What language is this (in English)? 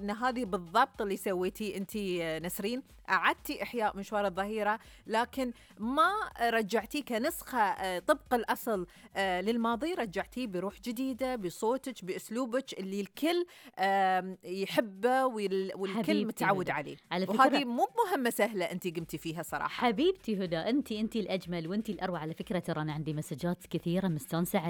Gulf Arabic